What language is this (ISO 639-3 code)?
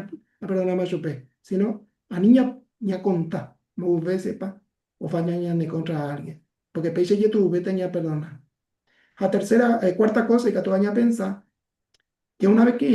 grn